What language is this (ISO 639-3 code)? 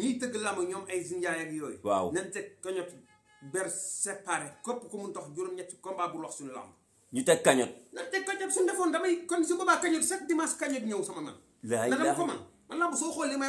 wol